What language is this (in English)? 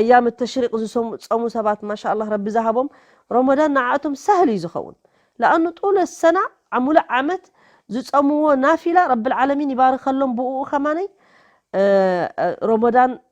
Tigrinya